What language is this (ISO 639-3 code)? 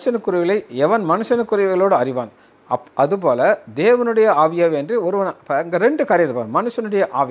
tam